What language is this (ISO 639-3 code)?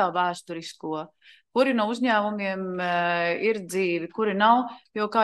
lav